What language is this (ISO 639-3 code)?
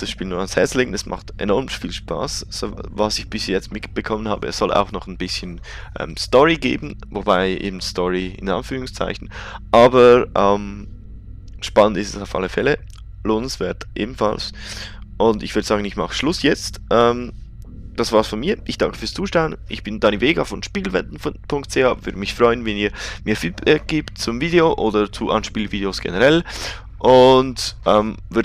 gsw